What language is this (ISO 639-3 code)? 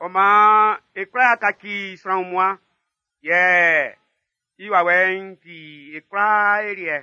bci